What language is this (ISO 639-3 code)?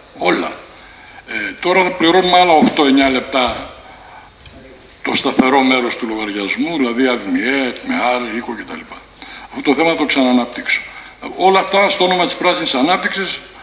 ell